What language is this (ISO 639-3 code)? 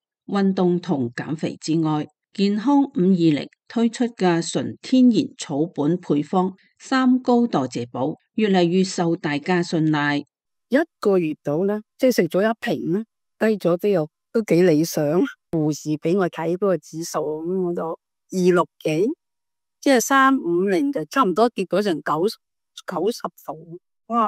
yue